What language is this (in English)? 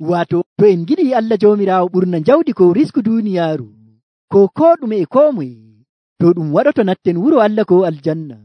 Nigerian Fulfulde